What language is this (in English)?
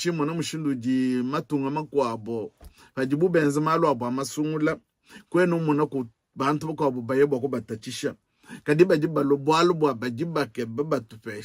Luba-Lulua